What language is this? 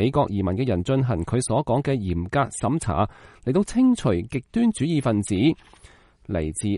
Cantonese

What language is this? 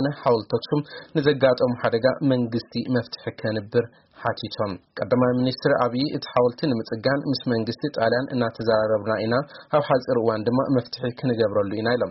Tigrinya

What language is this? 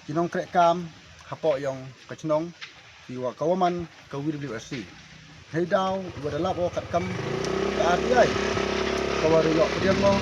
Khasi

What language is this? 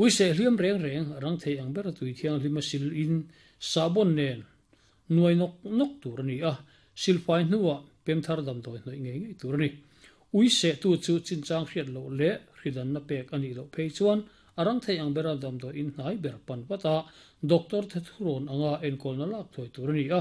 Mizo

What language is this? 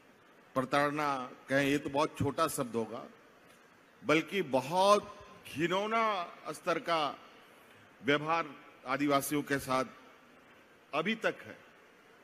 Hindi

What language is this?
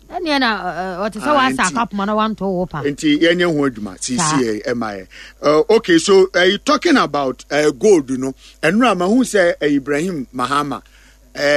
Akan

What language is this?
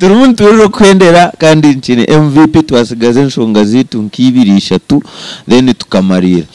Nyankole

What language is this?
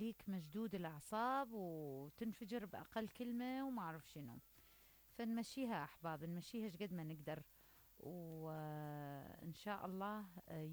Mesopotamian Arabic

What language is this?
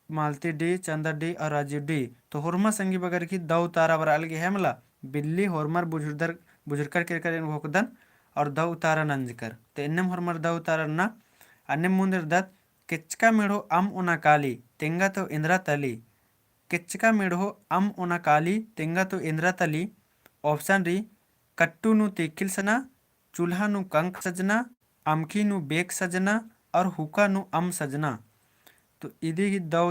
Kurukh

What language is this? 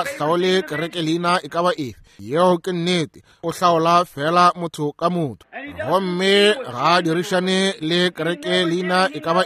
Northern Sotho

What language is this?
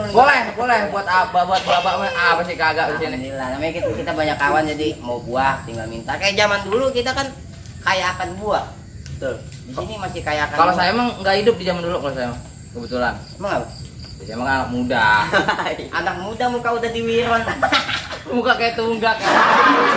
Betawi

